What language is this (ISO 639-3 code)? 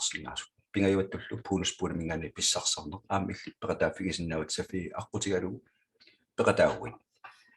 kal